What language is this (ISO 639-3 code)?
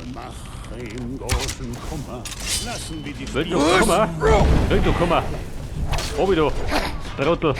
bar